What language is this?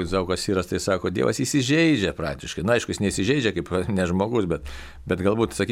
Lithuanian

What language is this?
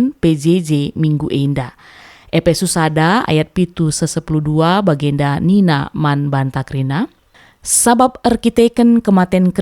Batak Karo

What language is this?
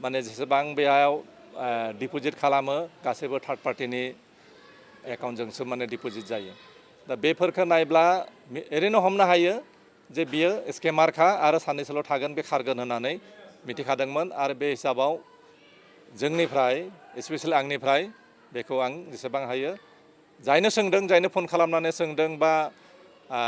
Bodo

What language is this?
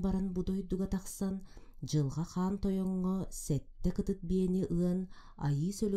Yakut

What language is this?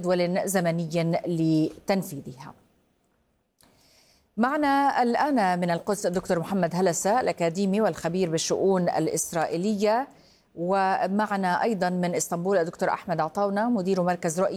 Arabic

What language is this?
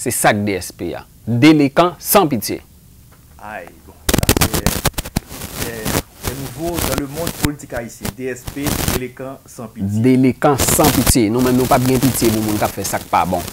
Haitian Creole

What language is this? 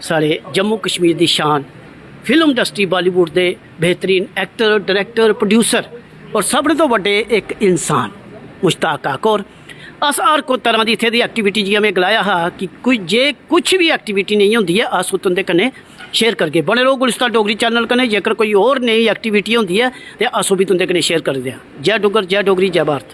Dogri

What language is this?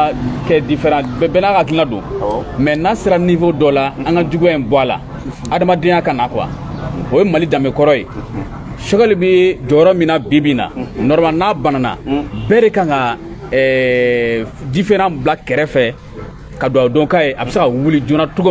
Bambara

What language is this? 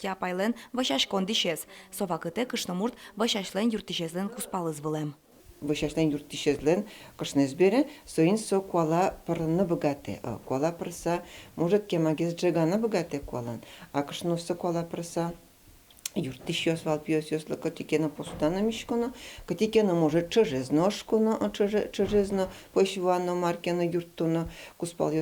Udmurt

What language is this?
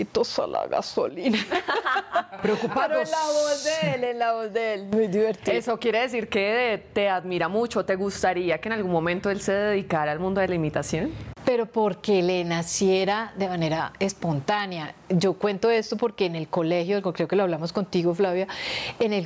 Spanish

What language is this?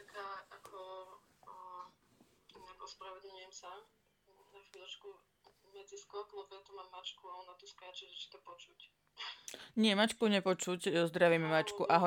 Slovak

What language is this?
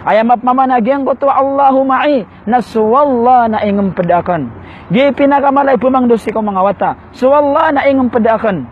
Maranao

